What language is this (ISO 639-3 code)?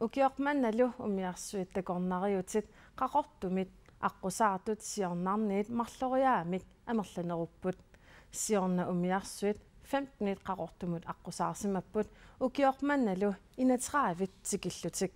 kal